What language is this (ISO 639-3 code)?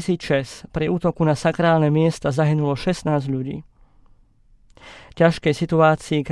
slk